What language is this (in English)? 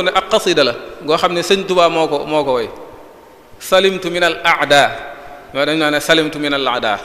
Wolof